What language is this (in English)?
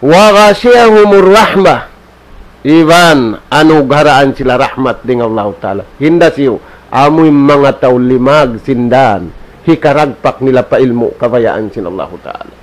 Tausug